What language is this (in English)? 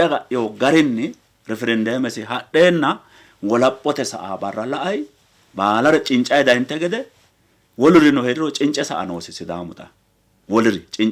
Sidamo